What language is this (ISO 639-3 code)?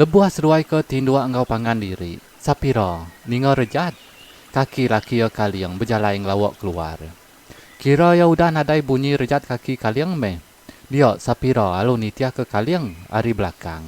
iba